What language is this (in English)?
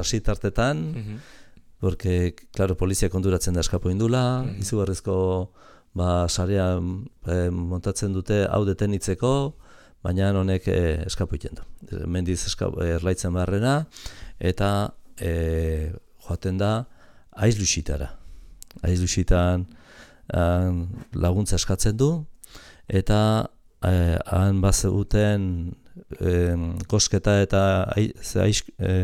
Basque